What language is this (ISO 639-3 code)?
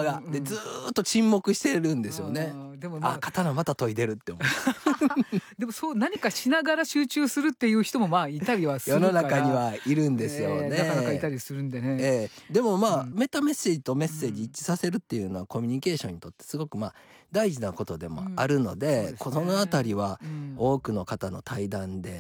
jpn